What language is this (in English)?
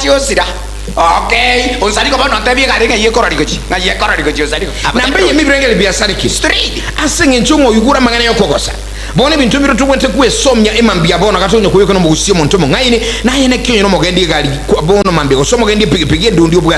Gusii